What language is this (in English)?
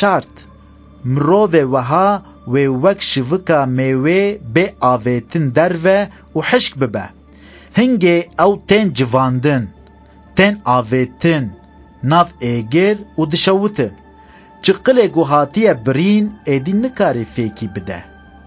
Kurdish